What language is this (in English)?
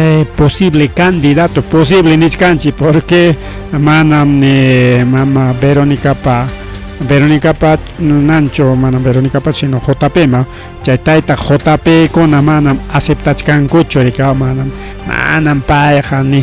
Ayacucho Quechua